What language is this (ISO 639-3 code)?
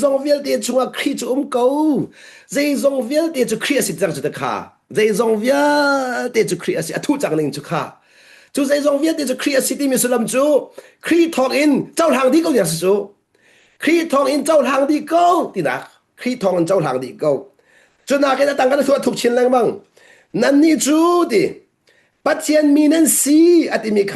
cnh